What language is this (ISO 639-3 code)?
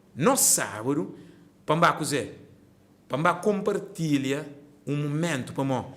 kea